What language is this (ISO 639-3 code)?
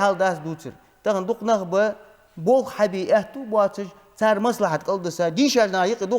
inh